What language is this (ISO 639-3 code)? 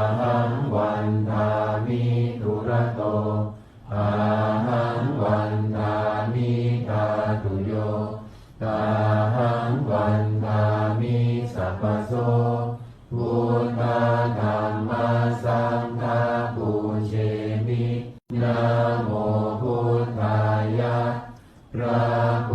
pli